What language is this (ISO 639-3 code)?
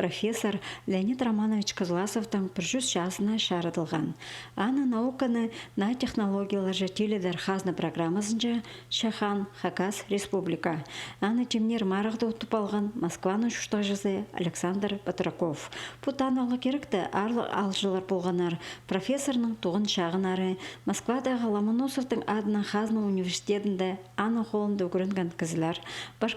kjh